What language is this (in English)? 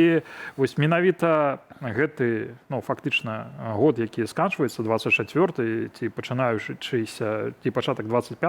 Belarusian